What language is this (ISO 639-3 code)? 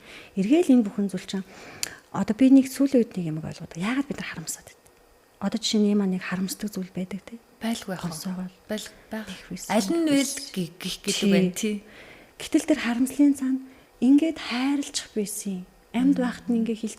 mon